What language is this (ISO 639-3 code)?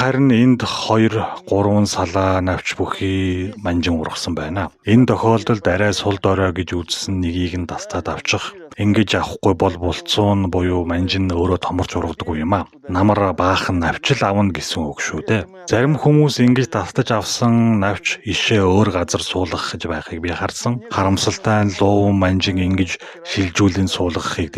mon